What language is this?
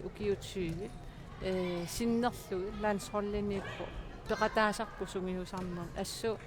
Kalaallisut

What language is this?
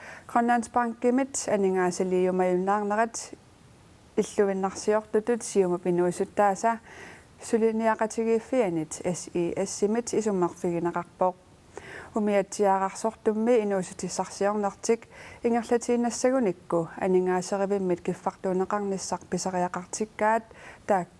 Kalaallisut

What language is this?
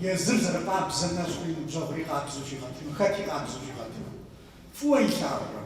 Kabardian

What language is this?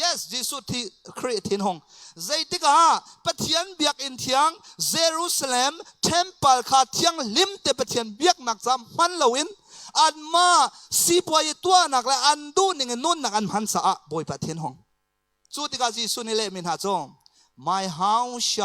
Hakha Chin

